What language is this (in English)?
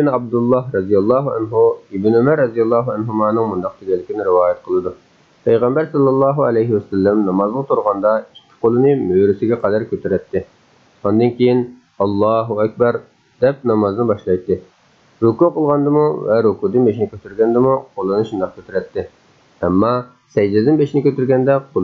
Uyghur